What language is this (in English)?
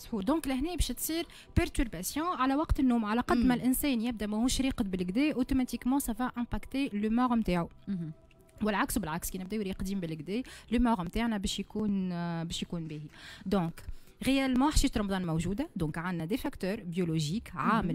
Tunisian Arabic